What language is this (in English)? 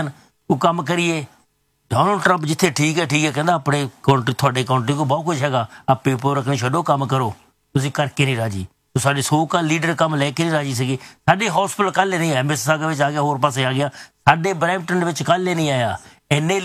Punjabi